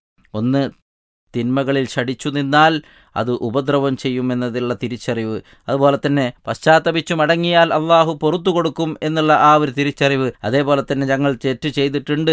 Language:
Malayalam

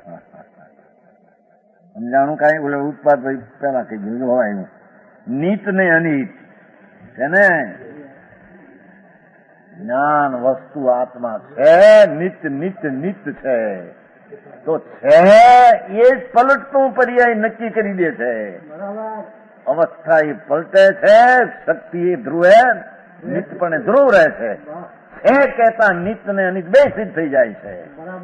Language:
Gujarati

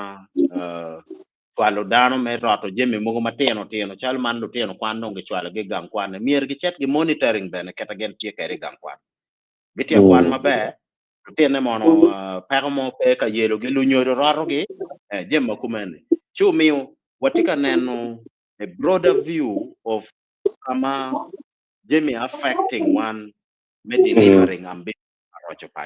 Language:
Acoli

